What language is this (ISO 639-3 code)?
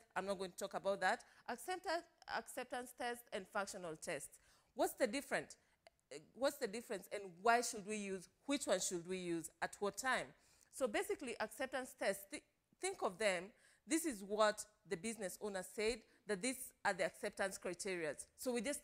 eng